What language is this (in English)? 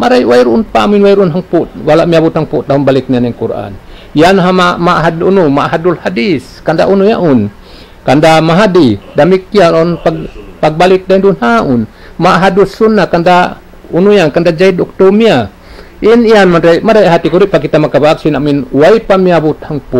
Tausug